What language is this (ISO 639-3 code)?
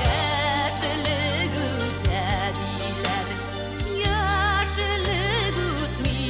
bak